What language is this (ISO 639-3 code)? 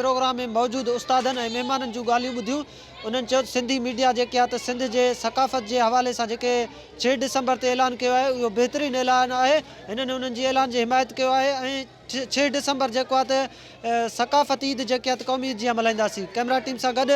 snd